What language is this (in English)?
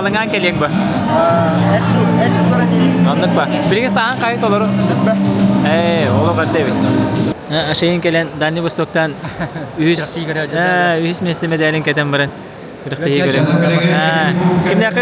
Yakut